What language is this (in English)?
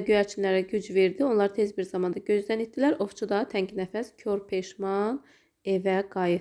Azerbaijani